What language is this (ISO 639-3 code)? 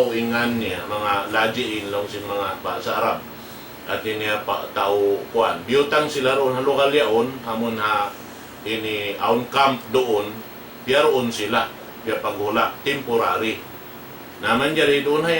tsg